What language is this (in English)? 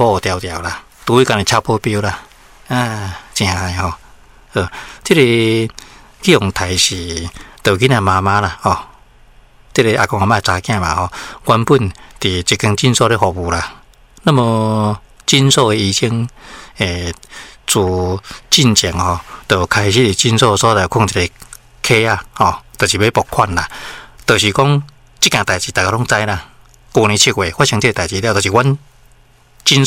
Min Nan Chinese